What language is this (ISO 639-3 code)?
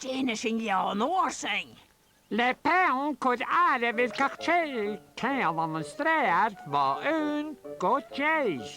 gla